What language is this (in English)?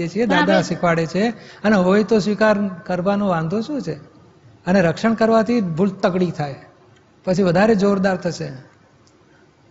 Gujarati